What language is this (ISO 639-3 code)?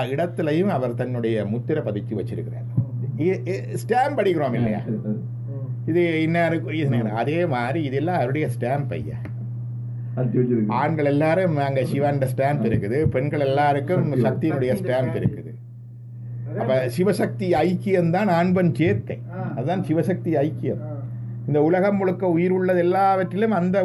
tam